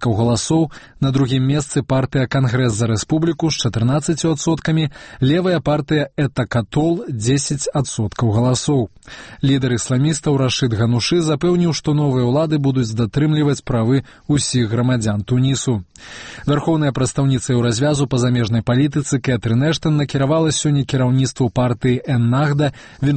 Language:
Belarusian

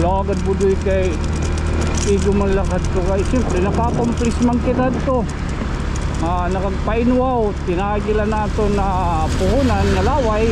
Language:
Waray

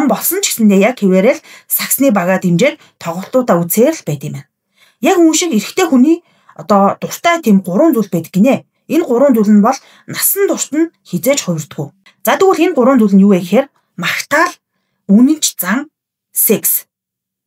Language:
Mongolian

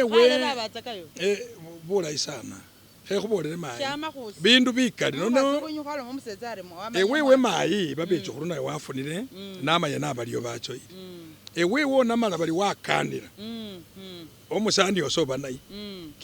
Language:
Masaaba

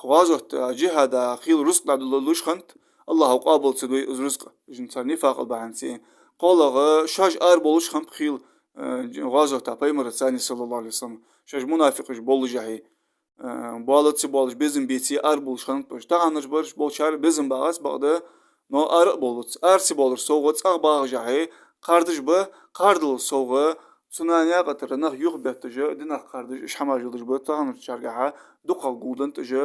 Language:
Ingush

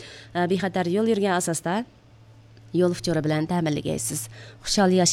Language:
Uyghur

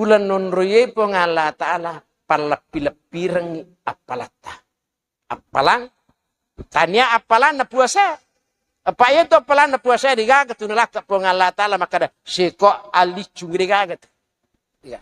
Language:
Buginese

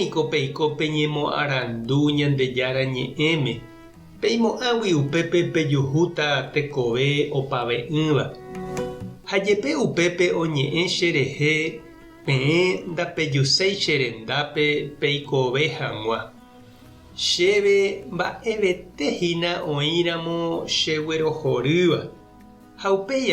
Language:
Guarani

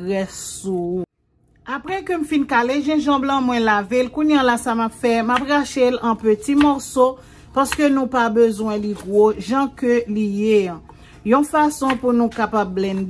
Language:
Haitian Creole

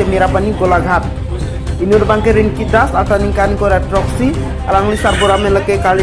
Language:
Karbi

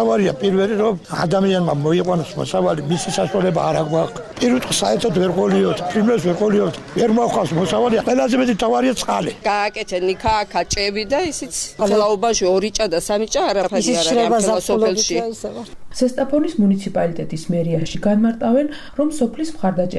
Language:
Georgian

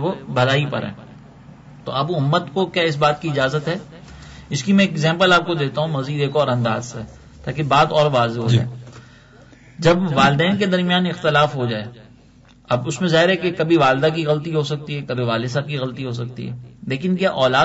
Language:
Urdu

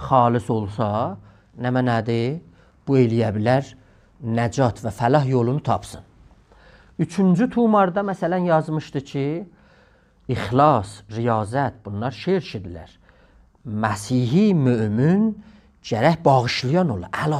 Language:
South Azerbaijani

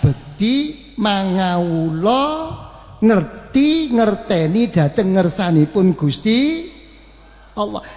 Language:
Javanese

